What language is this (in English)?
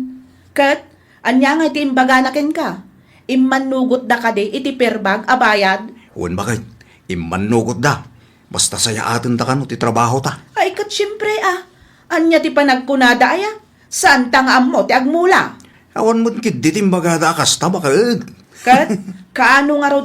Iloko